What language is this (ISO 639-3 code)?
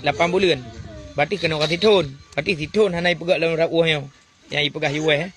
ace